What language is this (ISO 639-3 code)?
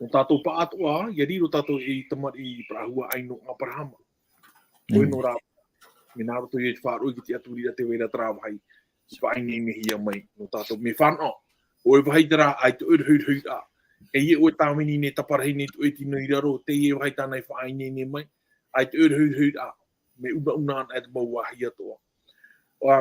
tah